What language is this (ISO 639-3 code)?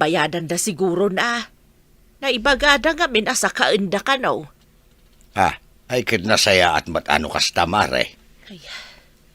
ilo